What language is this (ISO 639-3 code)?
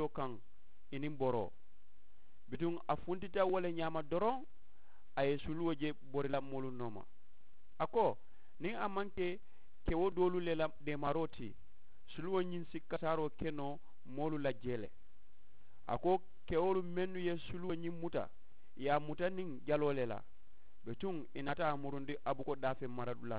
man